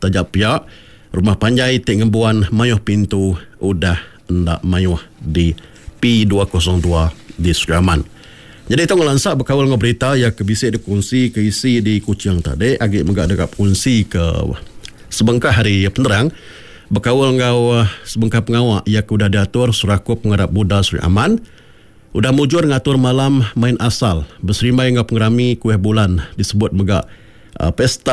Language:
Iban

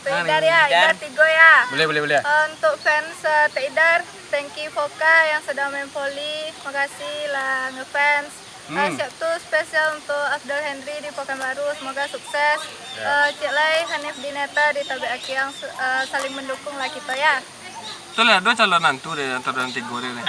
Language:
Minangkabau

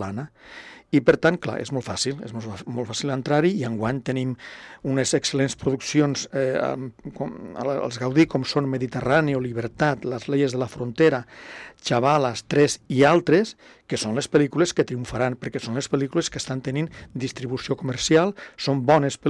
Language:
Catalan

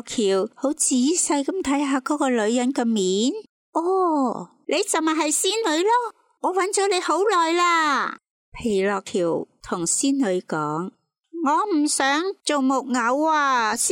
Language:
Cantonese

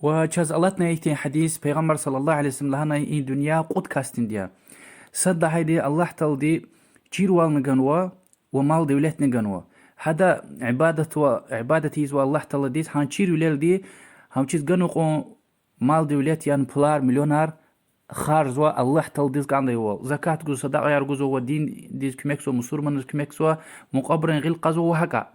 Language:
Lezghian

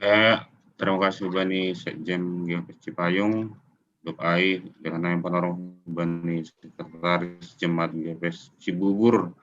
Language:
Batak Simalungun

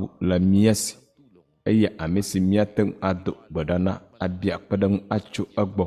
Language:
Ewe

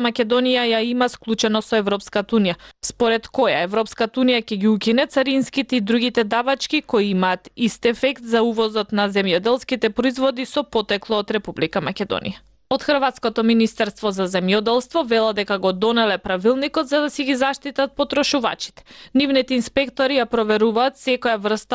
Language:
Macedonian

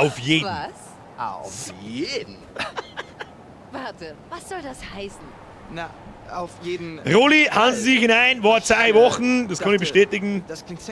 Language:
Bavarian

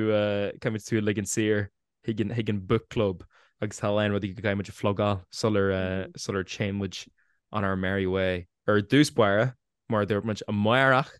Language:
Irish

